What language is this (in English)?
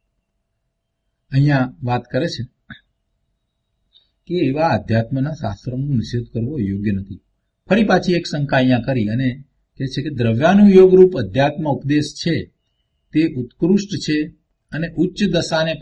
Gujarati